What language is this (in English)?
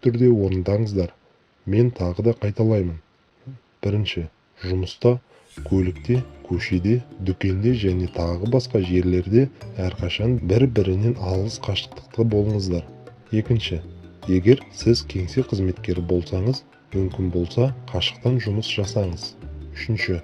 Kazakh